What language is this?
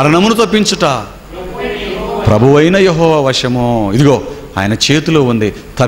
Telugu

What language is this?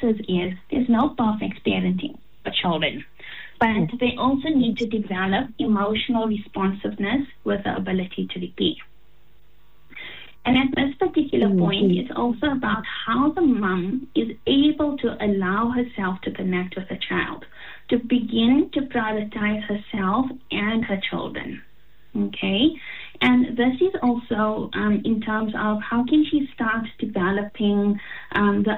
English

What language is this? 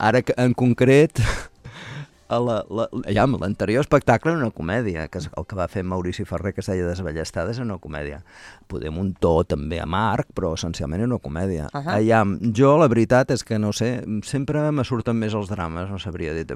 Catalan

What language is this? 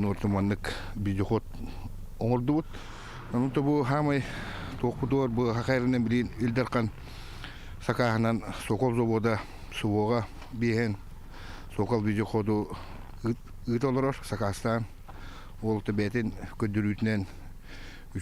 Yakut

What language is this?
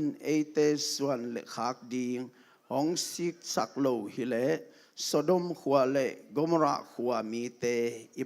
Tedim Chin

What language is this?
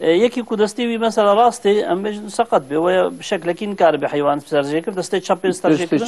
Kurdish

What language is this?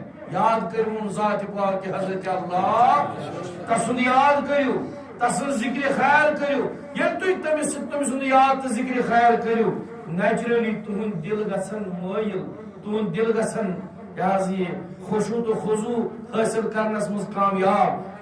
Kashmiri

